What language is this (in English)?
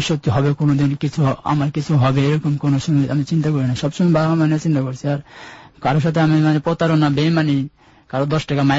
Bangla